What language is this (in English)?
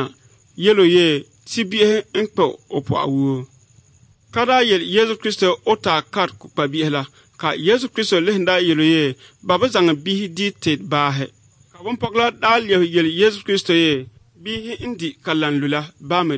Dagbani